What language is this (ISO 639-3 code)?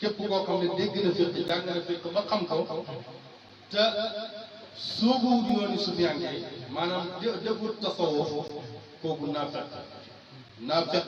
wol